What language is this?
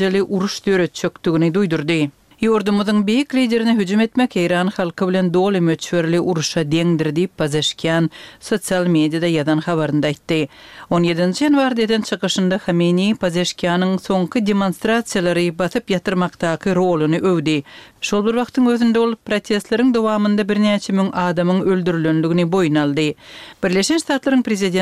Turkmen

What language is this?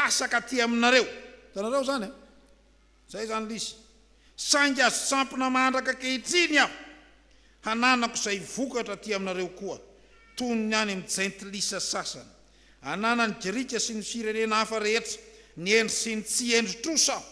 Malagasy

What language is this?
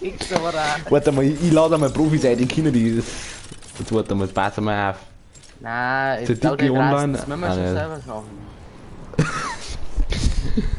Bavarian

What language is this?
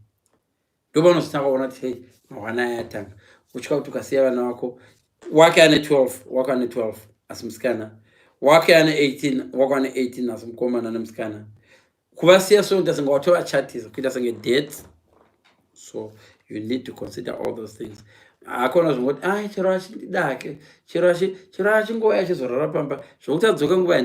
Shona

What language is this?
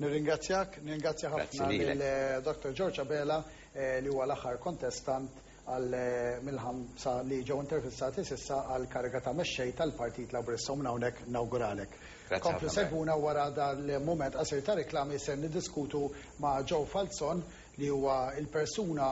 Maltese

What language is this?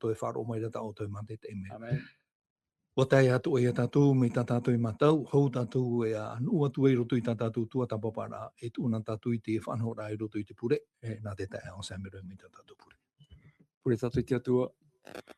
Tahitian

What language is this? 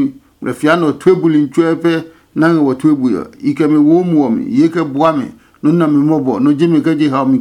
Adangme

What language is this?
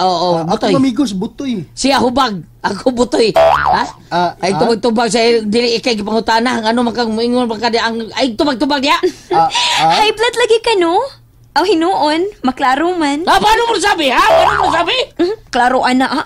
Cebuano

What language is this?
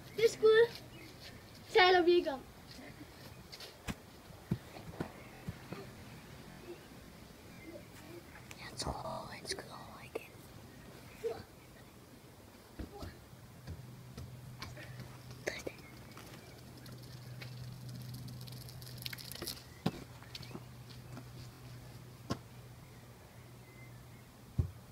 Danish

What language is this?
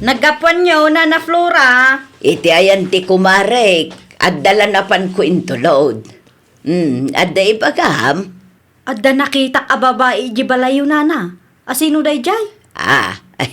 Iloko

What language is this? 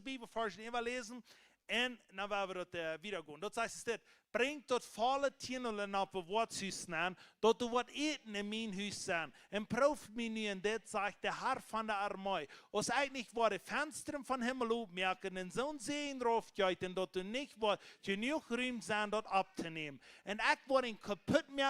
Plautdietsch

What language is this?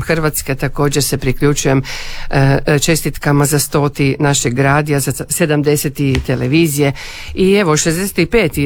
Croatian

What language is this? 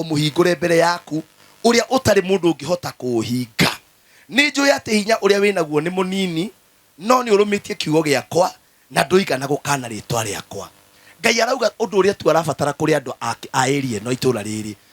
Kikuyu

